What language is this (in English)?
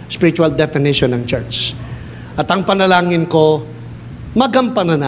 Filipino